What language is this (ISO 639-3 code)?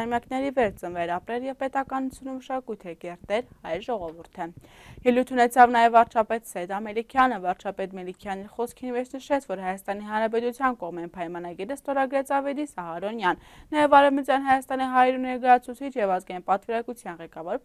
hye